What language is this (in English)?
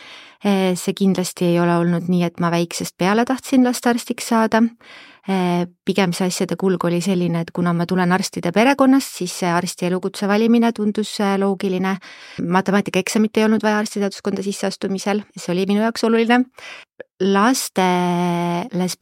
Estonian